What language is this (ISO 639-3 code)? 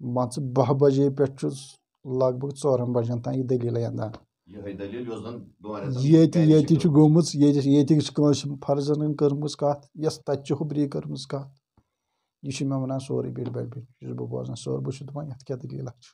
kas